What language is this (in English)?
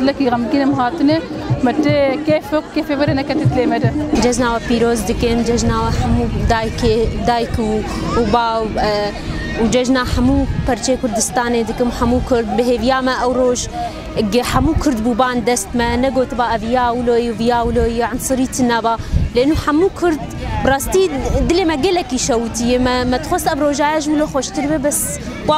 Kurdish